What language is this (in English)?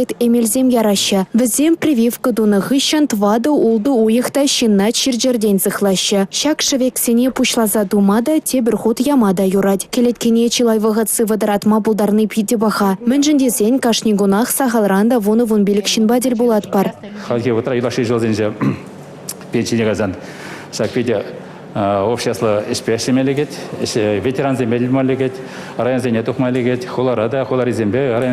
Chuvash